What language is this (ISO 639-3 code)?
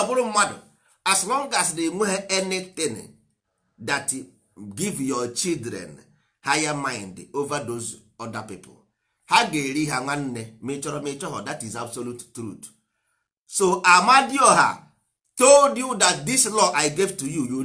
ibo